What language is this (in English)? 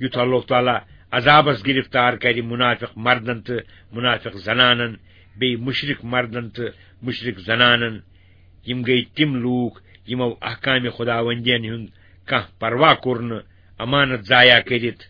Kashmiri